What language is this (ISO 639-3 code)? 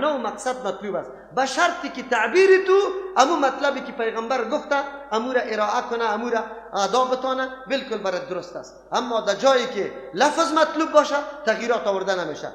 fas